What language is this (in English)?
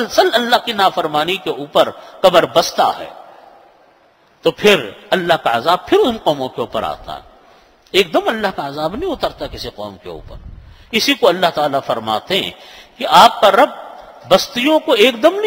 Urdu